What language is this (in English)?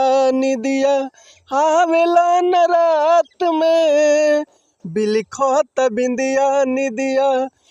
Bhojpuri